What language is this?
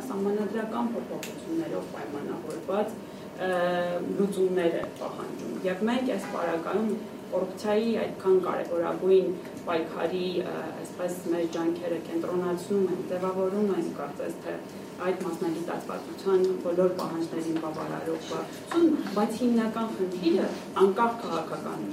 Armenian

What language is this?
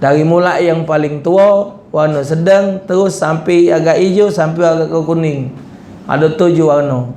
Musi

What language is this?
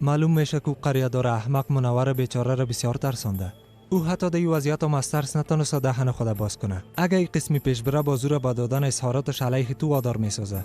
Persian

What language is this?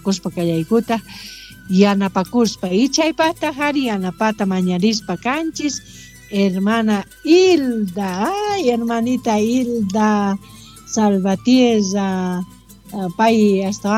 South Bolivian Quechua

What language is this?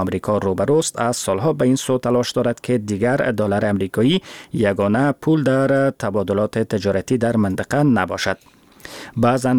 Persian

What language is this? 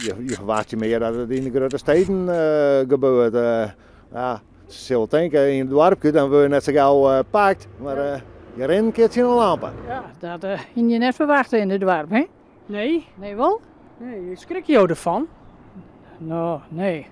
Western Frisian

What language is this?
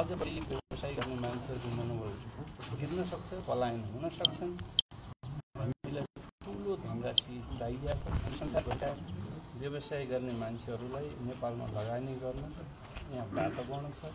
Nepali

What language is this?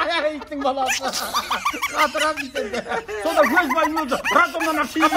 Kazakh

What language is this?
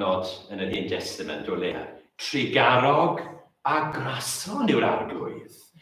Welsh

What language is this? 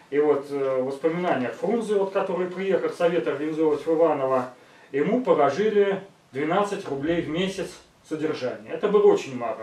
Russian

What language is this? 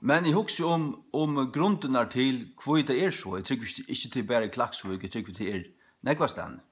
Faroese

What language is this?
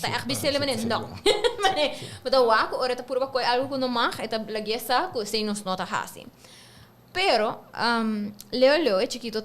Papiamento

